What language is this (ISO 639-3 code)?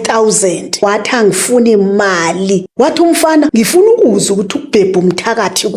zul